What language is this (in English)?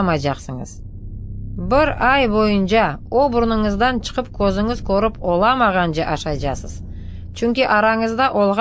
Crimean Tatar